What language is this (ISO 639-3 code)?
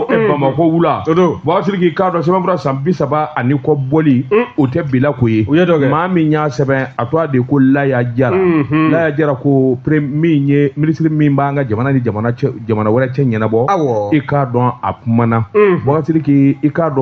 bam